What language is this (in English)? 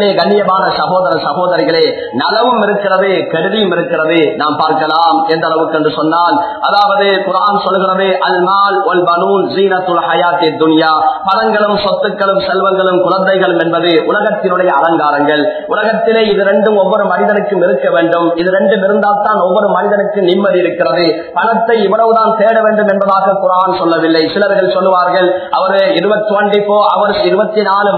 Tamil